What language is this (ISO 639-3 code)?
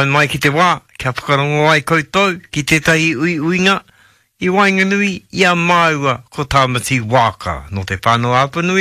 mri